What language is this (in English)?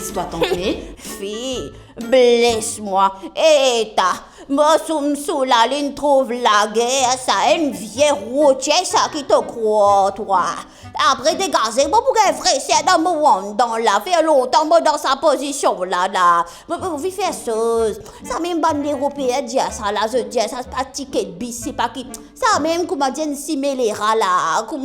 Morisyen